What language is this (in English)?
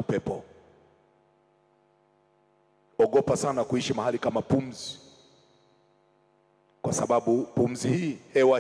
Swahili